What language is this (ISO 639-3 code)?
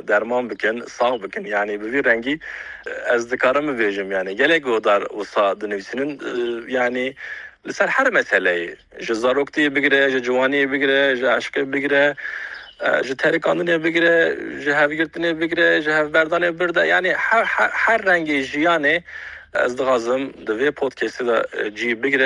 kur